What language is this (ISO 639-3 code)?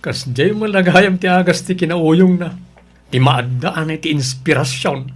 ilo